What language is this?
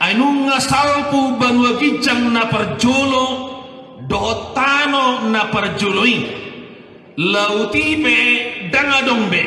Batak Toba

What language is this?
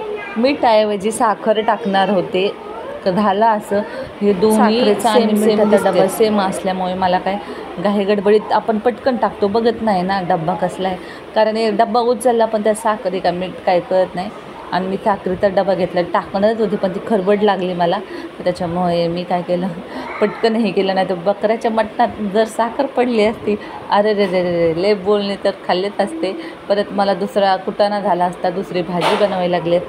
Marathi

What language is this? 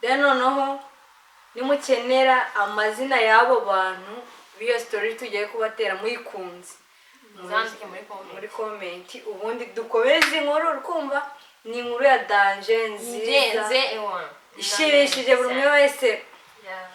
Kinyarwanda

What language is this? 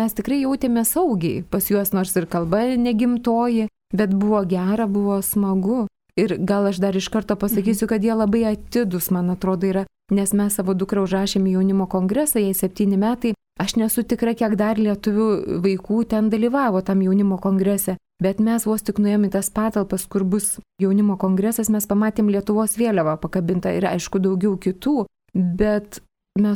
Lithuanian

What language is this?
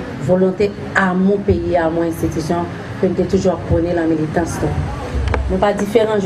Haitian Creole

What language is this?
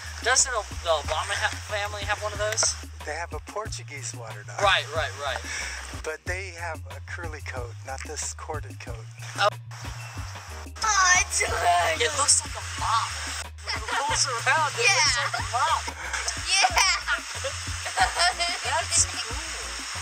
English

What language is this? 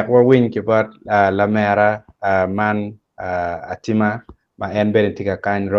Acoli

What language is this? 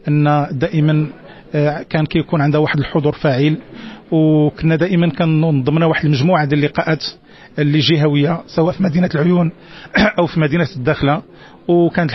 Moroccan Arabic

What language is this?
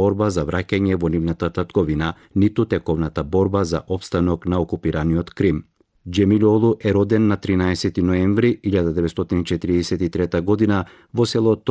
Macedonian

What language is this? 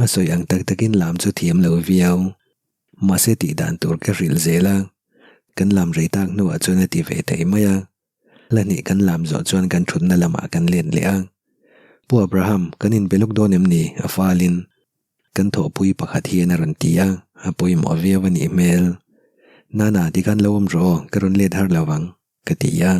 Mizo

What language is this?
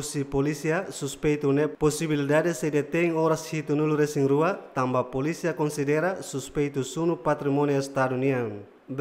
Tetum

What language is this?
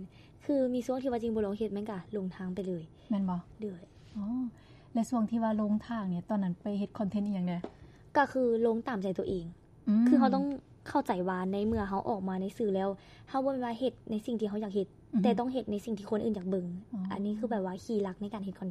Lao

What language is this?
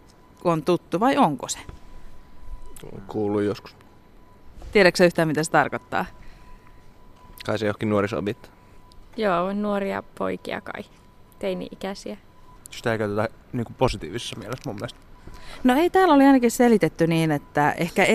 Finnish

